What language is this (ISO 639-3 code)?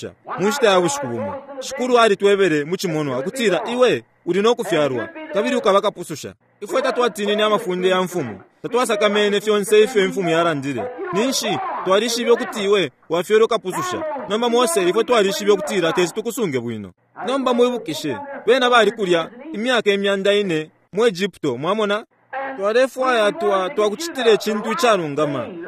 bem